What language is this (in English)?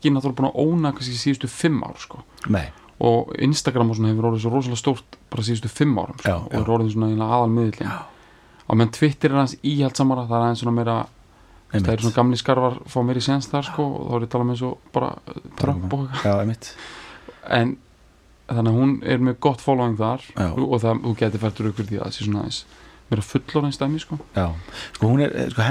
Icelandic